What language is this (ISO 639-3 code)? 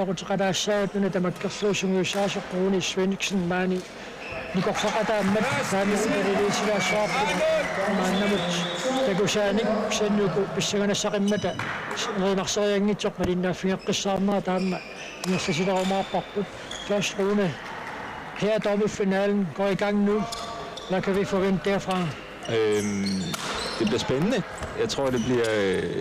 kal